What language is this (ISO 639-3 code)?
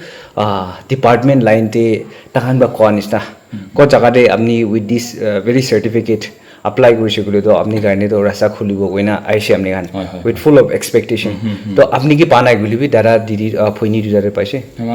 nag